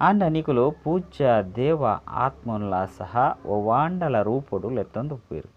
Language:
Tulu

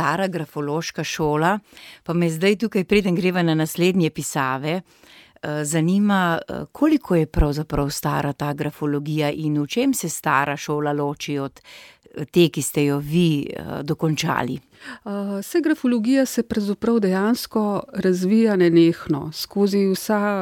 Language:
Slovenian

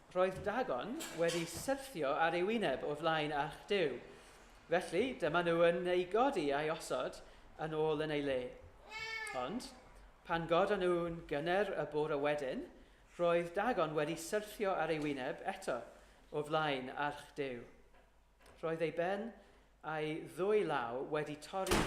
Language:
Welsh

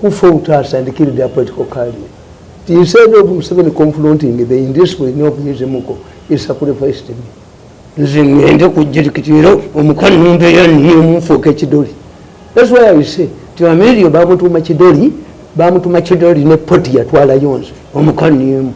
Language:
Ganda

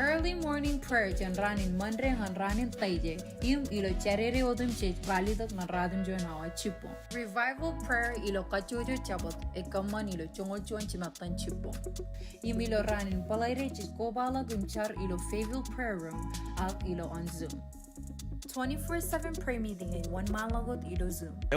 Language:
Marshallese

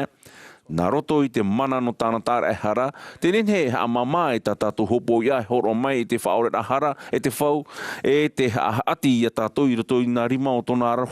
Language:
Tahitian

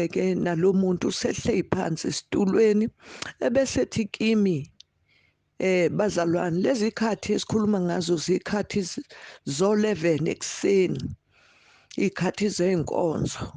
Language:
Zulu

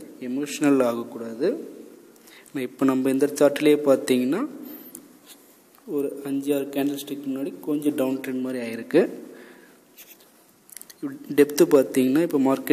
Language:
Tamil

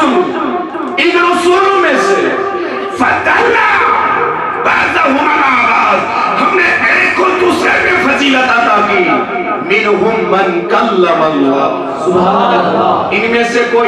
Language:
Kashmiri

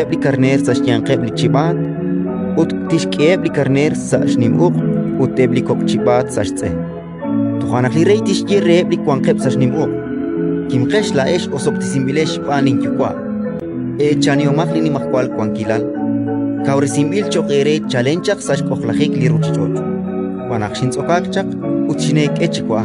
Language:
Kekchí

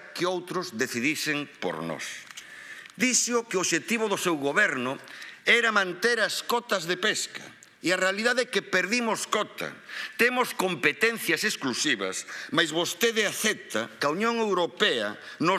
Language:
Galician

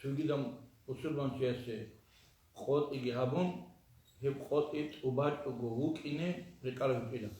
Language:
Avaric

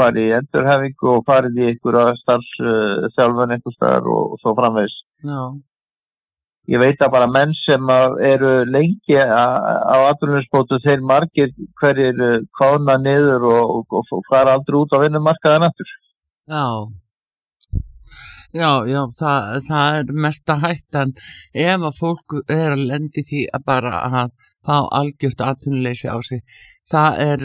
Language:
Icelandic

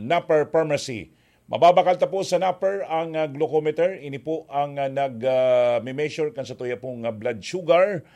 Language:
Bikol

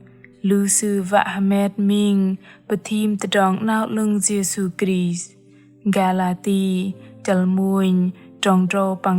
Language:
Bahnar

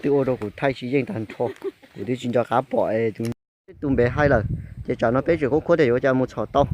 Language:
Hmong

